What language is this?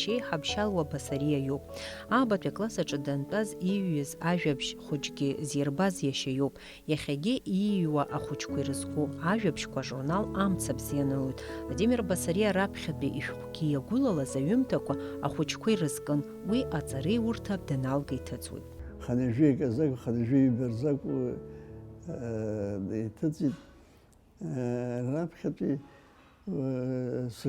Abkhazian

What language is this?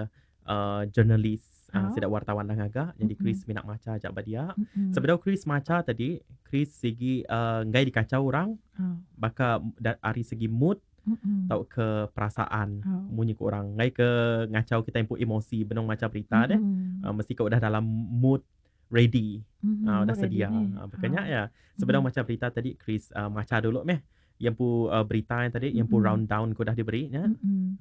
Iban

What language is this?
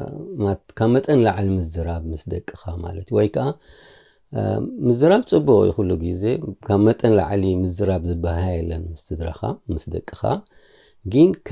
Tigrinya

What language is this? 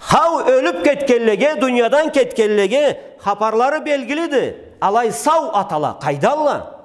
Karachay-Balkar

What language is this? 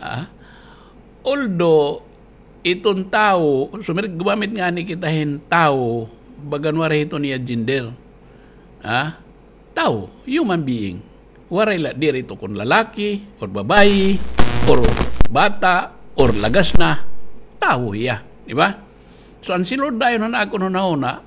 Waray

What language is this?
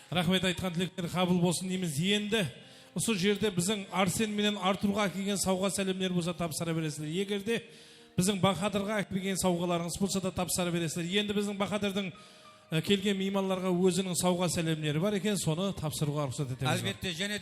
Kara-Kalpak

